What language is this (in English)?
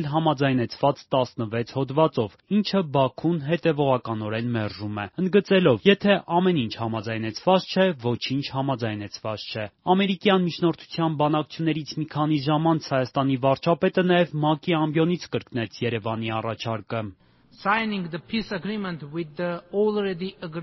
Armenian